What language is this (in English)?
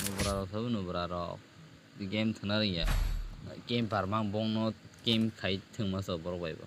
Kok Borok